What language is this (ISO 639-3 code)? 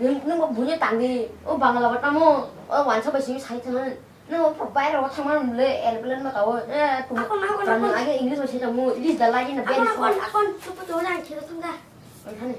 trp